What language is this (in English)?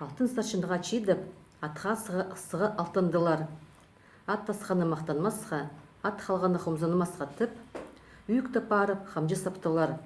Khakas